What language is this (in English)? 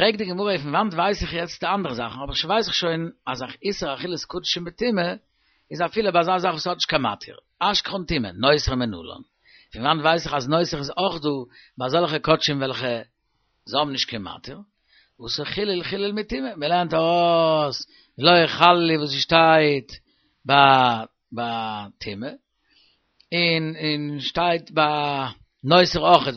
Yiddish